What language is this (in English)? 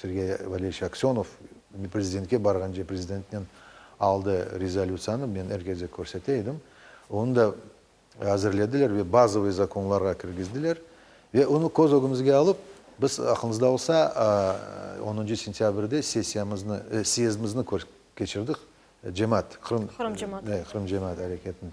Crimean Tatar